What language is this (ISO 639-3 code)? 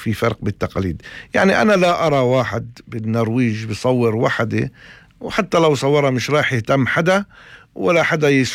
apc